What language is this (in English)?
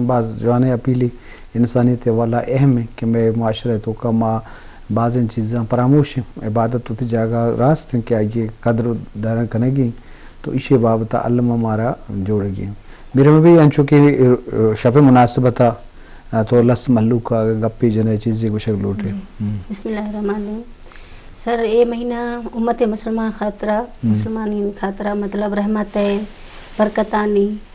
Baluchi